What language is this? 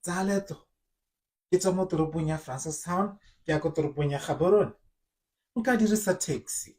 Tswana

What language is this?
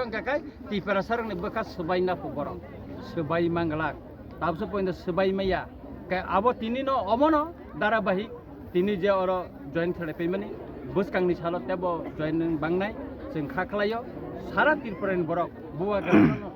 Kok Borok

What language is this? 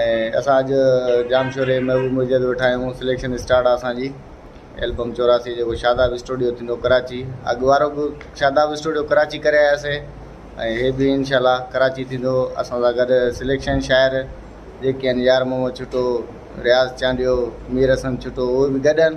Sindhi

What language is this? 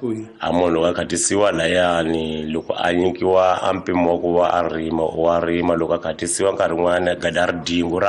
Tsonga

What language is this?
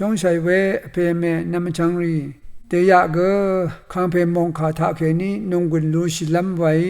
Rawang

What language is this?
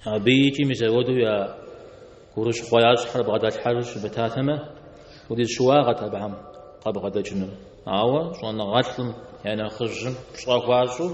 Kabardian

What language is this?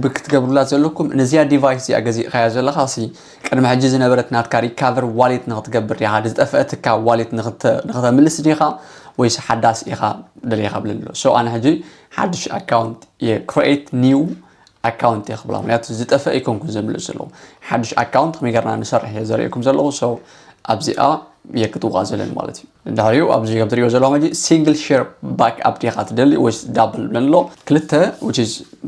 Tigrinya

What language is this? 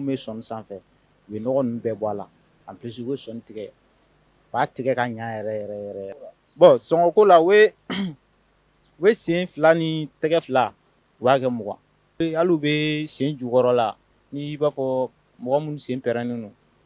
Bambara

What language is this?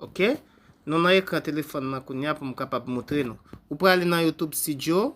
Haitian Creole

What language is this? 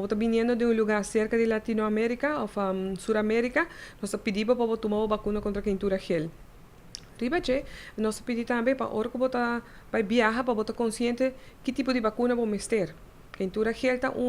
Papiamento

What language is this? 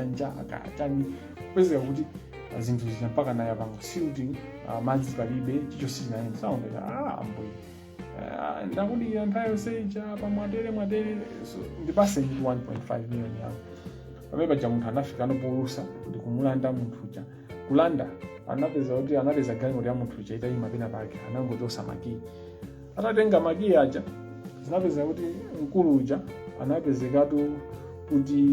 Nyanja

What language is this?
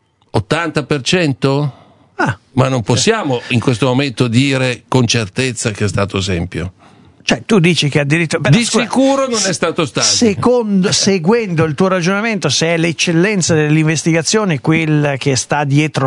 Italian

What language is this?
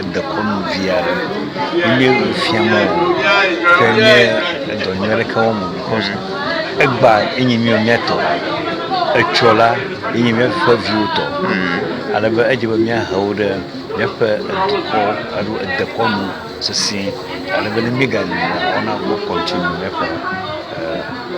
Ewe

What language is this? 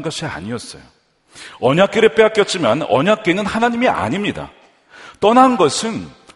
Korean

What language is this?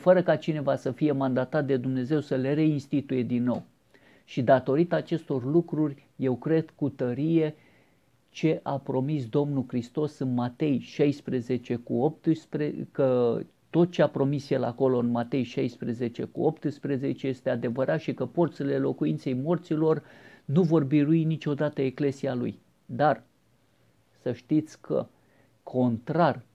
Romanian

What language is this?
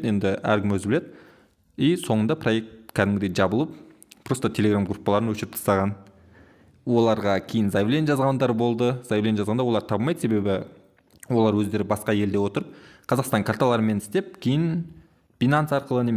Kazakh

